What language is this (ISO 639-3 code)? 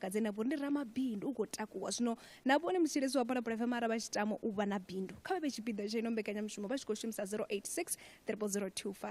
ven